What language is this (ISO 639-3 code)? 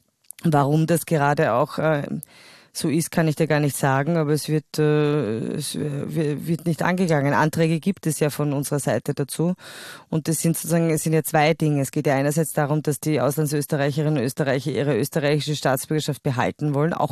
deu